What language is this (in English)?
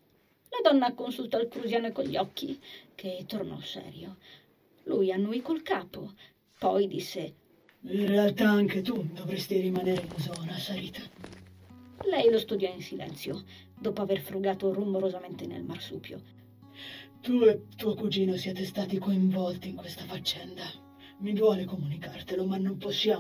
Italian